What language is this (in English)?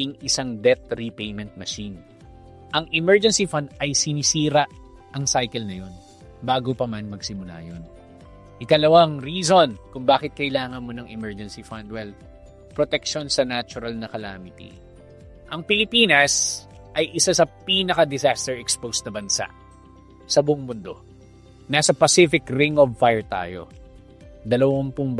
Filipino